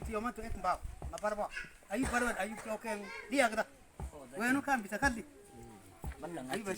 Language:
Mabaan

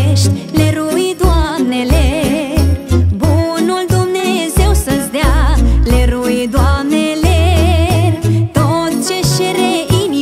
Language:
Romanian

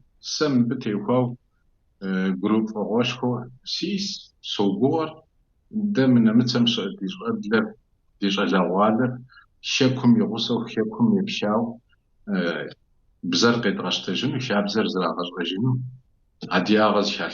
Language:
Kabardian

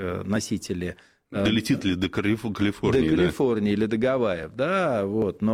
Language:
Russian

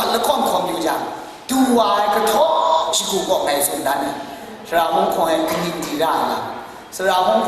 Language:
Kachin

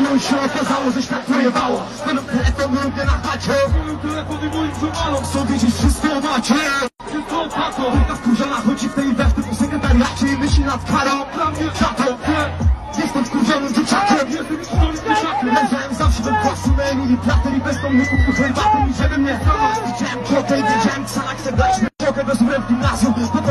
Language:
Polish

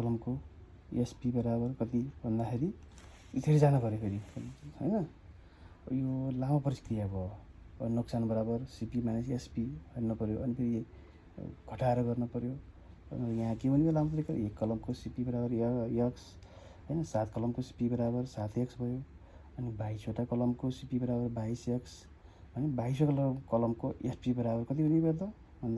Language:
Nepali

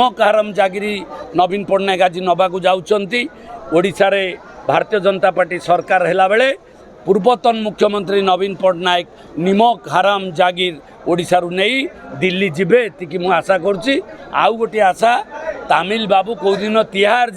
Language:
Odia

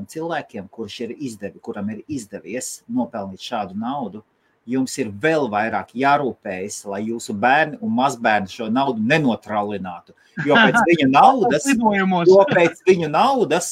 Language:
Latvian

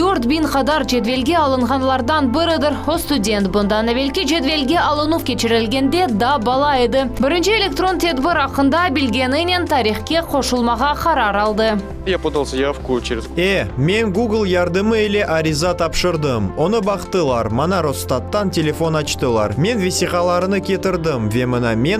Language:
Crimean Tatar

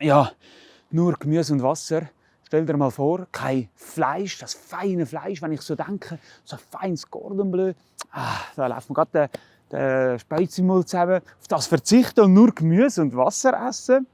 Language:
Swiss German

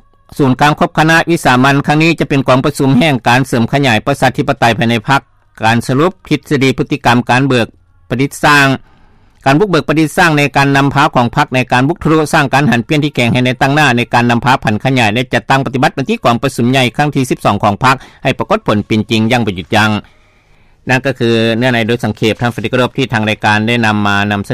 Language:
Lao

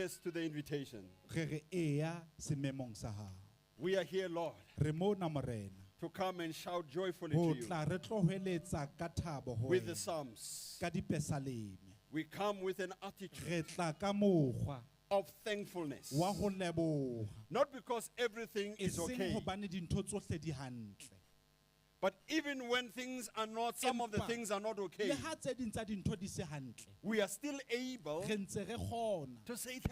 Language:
Southern Sotho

